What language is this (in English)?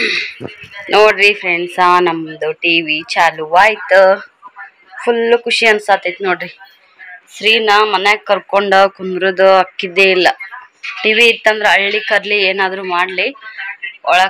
Kannada